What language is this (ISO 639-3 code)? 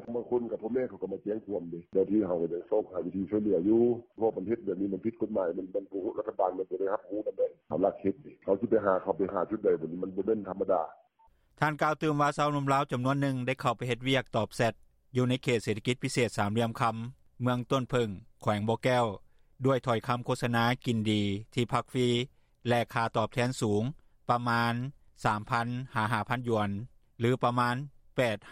lao